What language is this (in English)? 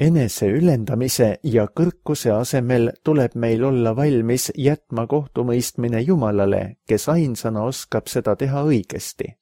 Estonian